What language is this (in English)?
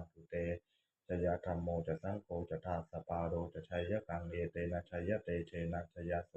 Pali